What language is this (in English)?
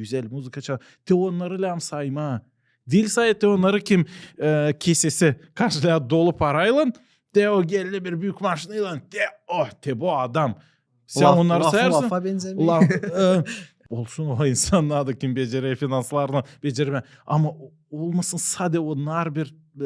Gagauz